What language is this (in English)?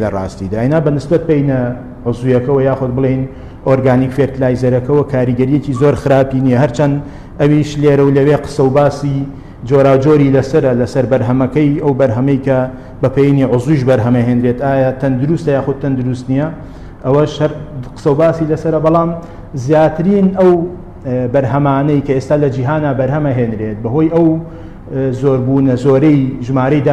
Central Kurdish